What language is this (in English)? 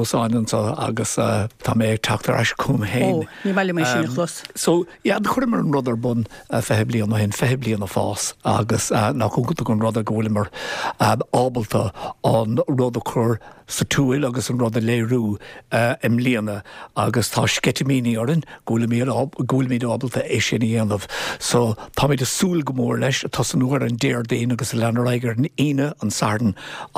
Irish